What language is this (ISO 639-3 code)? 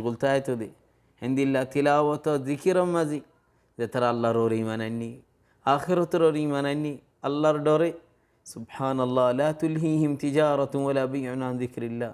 rhg